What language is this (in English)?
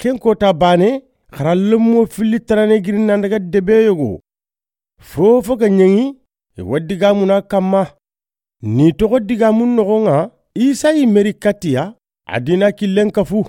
Soninke